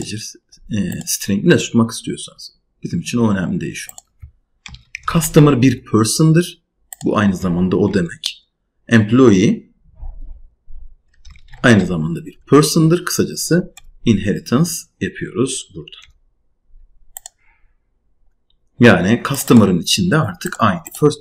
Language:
Turkish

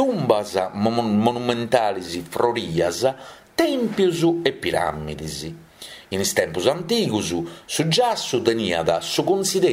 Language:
Sardinian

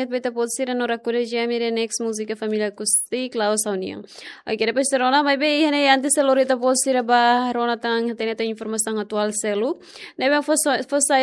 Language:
Tetum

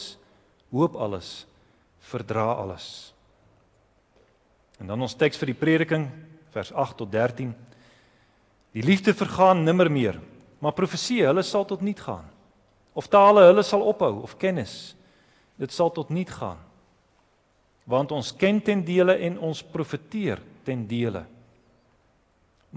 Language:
Afrikaans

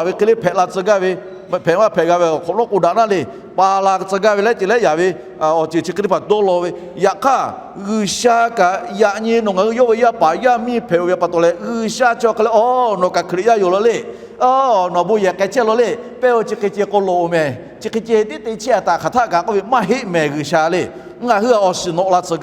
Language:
Lahu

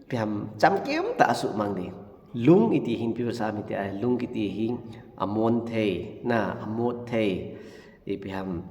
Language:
Thado Chin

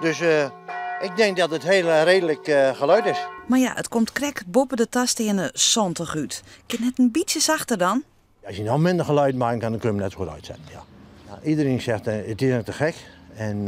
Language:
Western Frisian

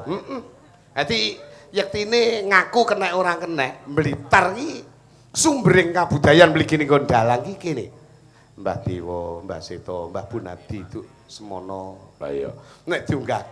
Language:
Javanese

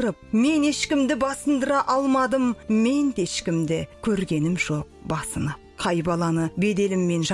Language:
Kazakh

